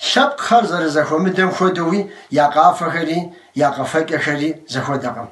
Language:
Kabardian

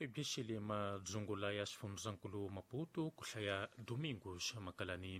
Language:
Tsonga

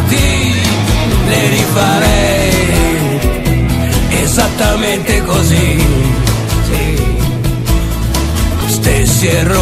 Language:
Italian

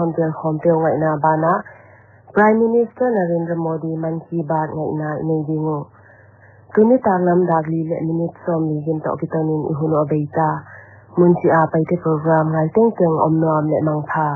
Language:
Paite Chin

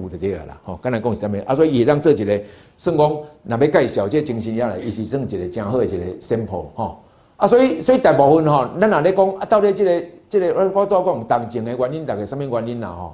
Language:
Min Nan Chinese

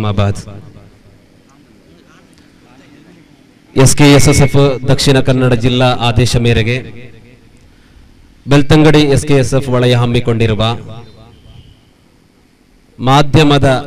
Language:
Kannada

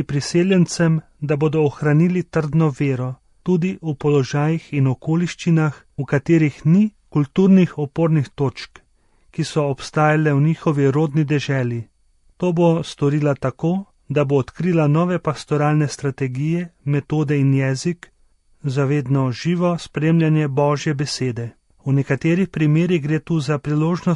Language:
Slovenian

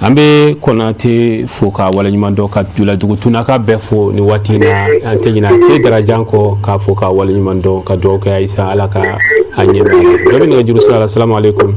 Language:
Bambara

